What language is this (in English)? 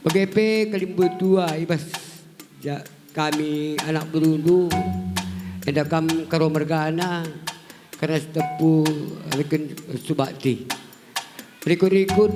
Batak Karo